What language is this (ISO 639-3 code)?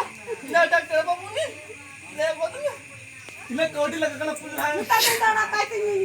sat